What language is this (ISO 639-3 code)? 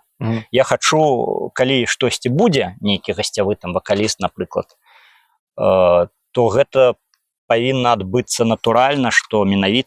bel